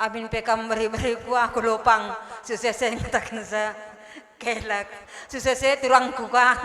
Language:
Batak Karo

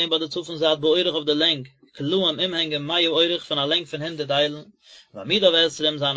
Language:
Yiddish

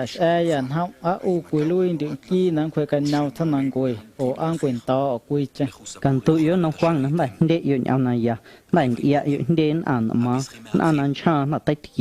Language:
Guerrero Amuzgo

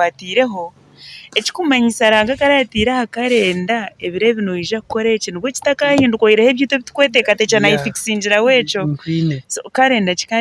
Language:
Nyankole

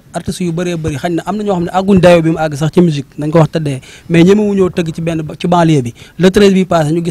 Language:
Wolof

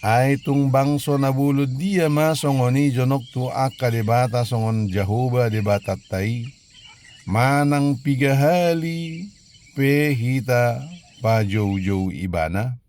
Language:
Batak Toba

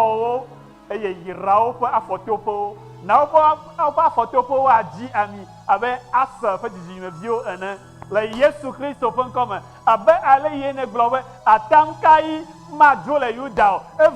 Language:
Ewe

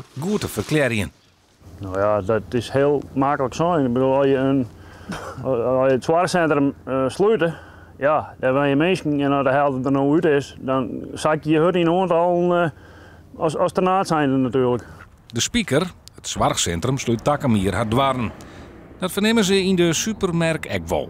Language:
Western Frisian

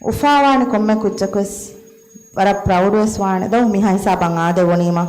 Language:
Divehi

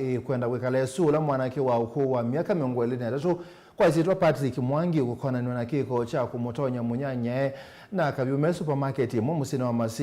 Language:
Kamba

